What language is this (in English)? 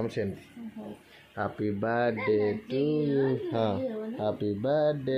Odia